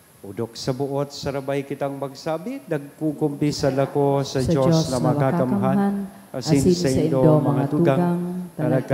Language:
Bikol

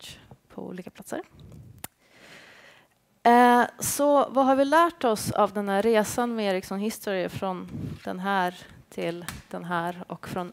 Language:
Swedish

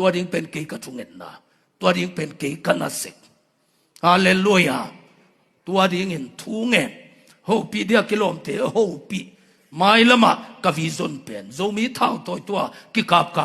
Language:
Tedim Chin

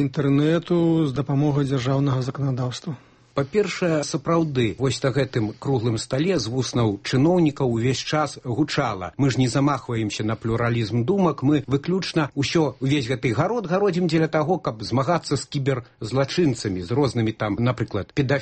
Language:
Belarusian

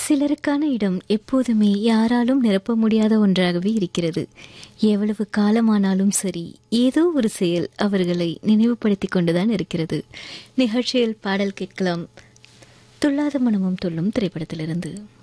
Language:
Tamil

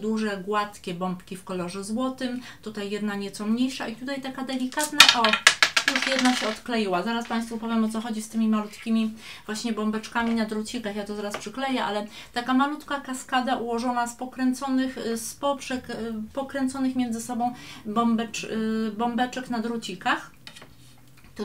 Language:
Polish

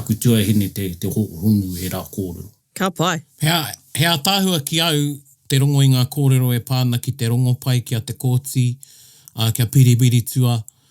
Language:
Māori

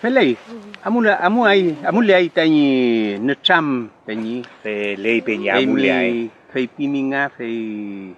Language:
Mapuche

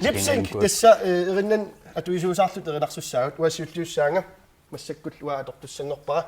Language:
Kalaallisut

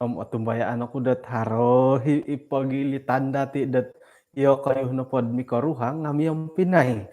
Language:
Central Dusun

